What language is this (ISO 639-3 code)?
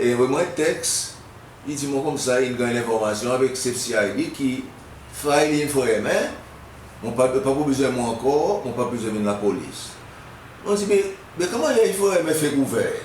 crs